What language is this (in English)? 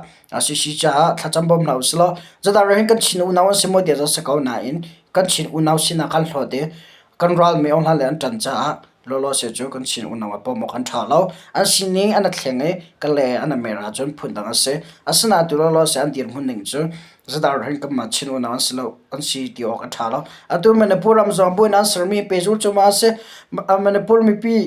Hakha Chin